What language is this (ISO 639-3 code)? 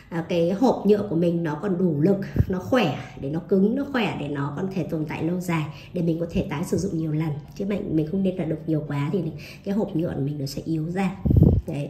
vie